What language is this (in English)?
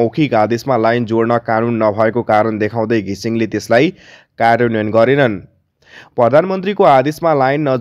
Nepali